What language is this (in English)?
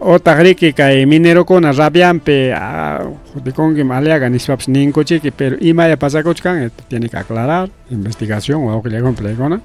Ayacucho Quechua